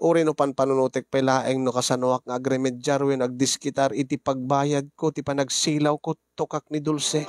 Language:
Iloko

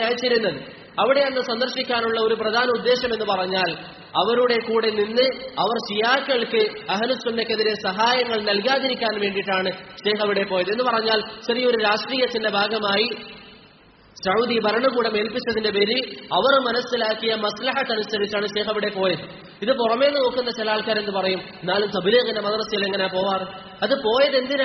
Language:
Malayalam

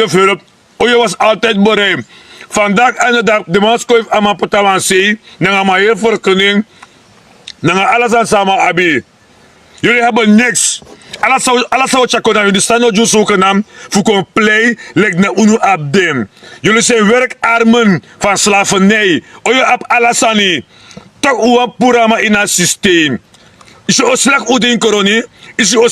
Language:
Sranan Tongo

